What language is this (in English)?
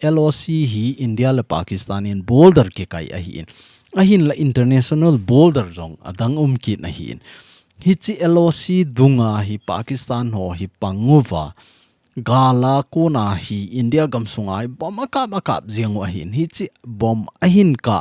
Thado Chin